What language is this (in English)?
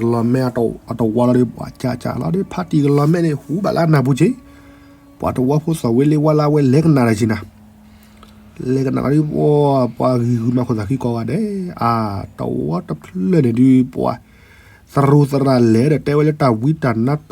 S'gaw Karen